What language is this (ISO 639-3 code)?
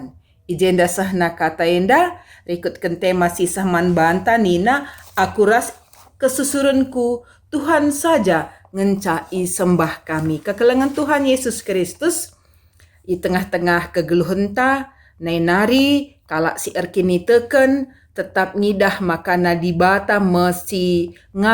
btx